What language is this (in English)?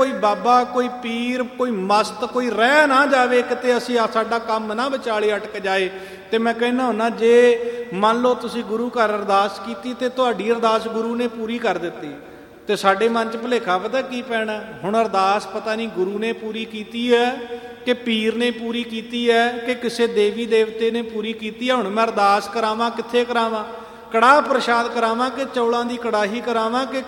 Punjabi